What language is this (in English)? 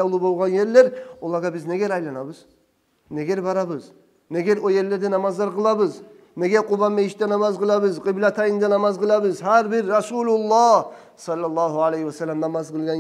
Kumyk